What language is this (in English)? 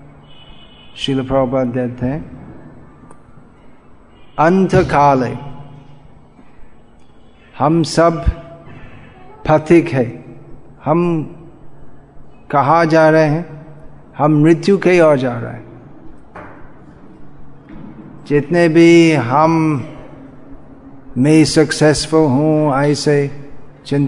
Hindi